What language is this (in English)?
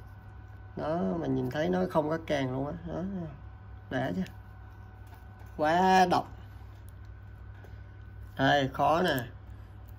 Vietnamese